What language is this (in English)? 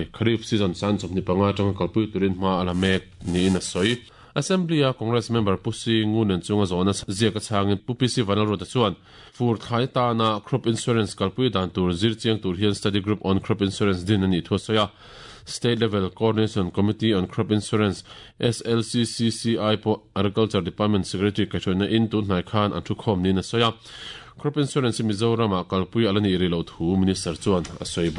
Mizo